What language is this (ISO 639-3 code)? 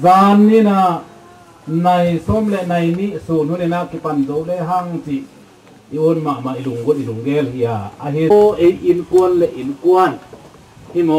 ctd